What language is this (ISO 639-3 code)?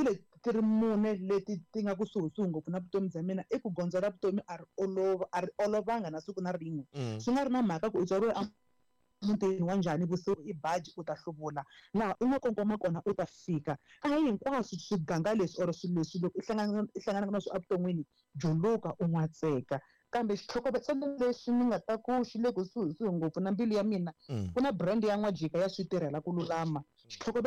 tso